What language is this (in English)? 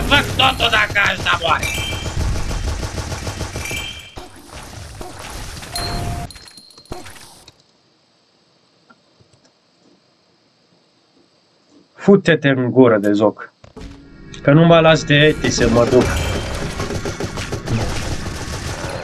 Romanian